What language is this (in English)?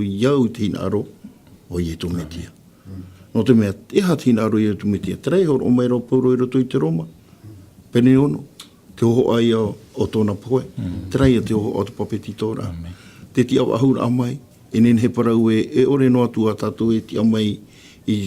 Tahitian